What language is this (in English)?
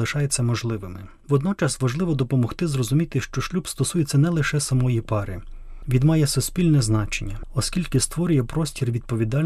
Ukrainian